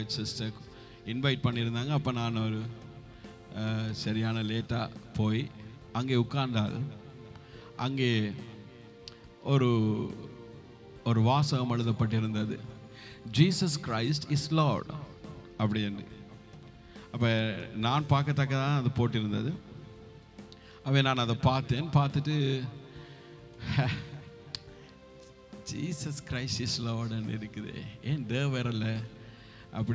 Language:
Tamil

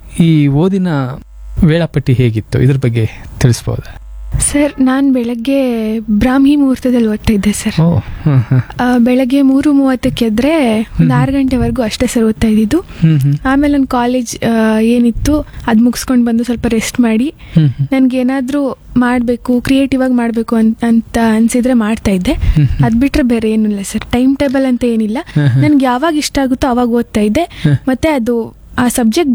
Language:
Kannada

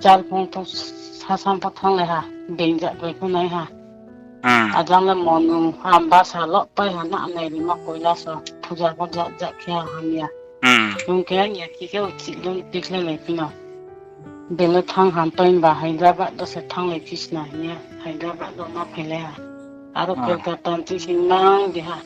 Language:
Riang (India)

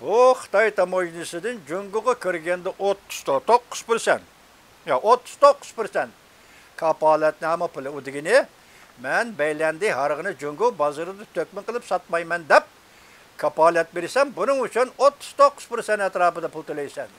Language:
Uyghur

